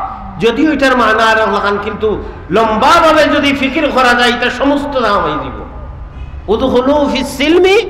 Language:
Sylheti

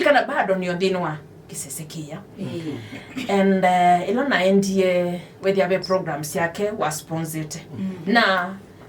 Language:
Kamba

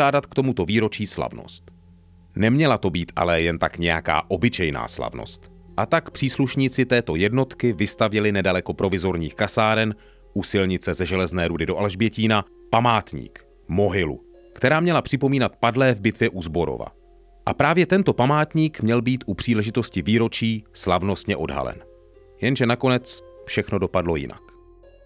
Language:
Czech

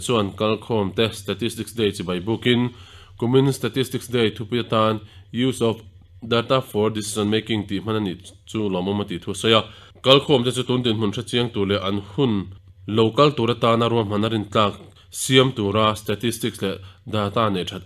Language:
Mizo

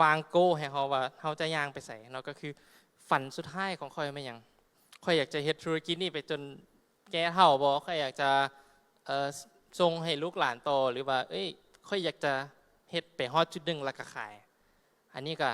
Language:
Lao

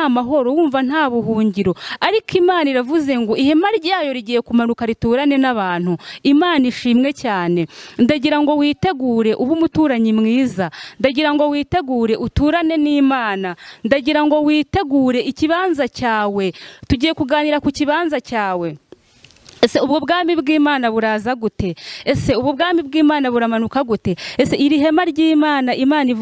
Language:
Kinyarwanda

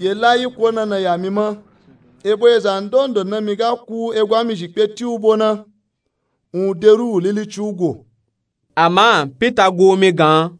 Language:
Nupe-Nupe-Tako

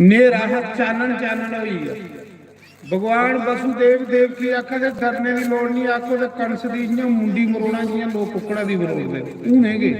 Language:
Dogri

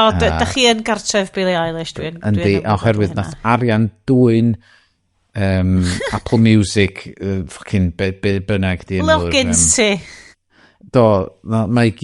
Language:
Welsh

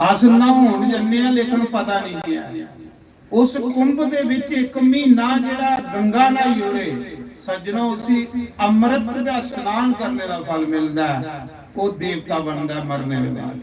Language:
Dogri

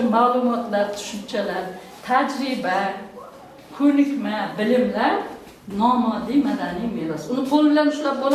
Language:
Uzbek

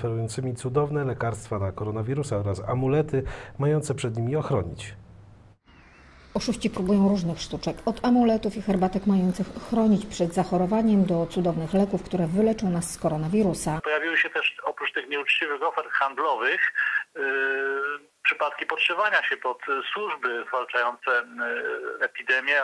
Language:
Polish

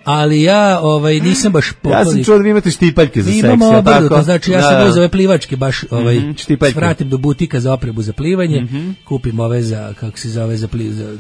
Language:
Serbian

